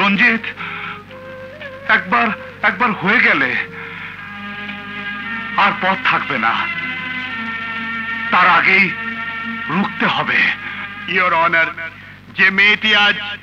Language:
Bangla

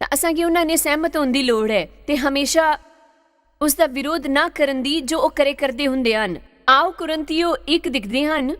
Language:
Dogri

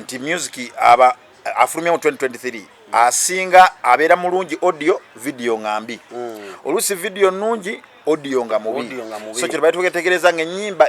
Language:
Ganda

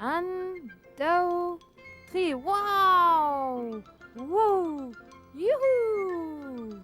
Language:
Breton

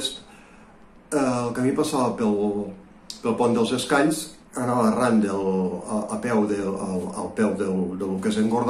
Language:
Catalan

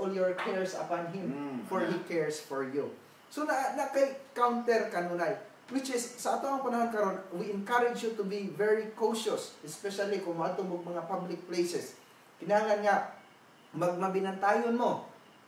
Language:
Cebuano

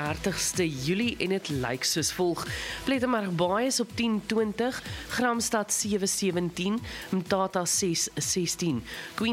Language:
Afrikaans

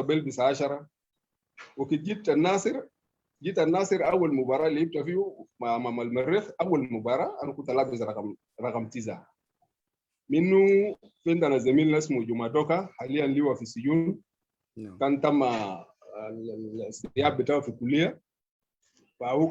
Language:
Sudanese Arabic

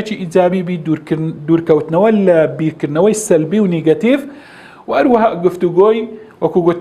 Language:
Central Kurdish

